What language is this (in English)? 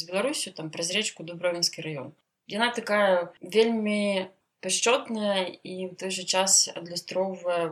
Belarusian